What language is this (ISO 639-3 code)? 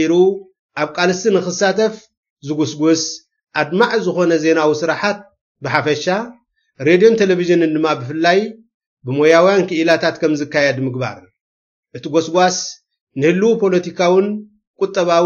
tir